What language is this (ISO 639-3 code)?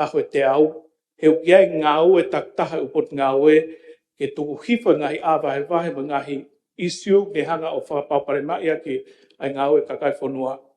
ton